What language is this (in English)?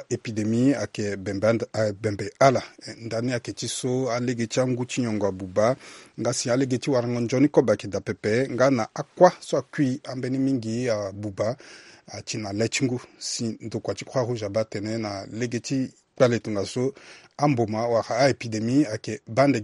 Sango